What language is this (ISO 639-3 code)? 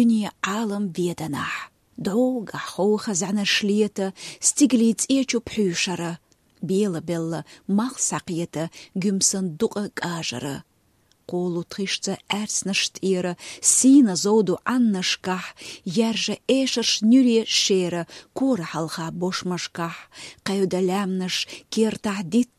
che